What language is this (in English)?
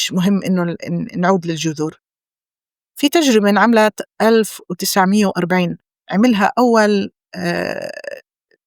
North Levantine Arabic